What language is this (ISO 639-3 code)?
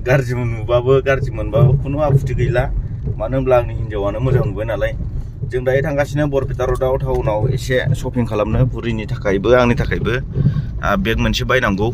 brx